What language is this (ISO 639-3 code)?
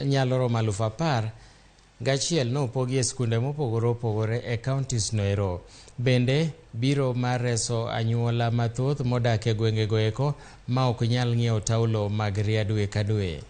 luo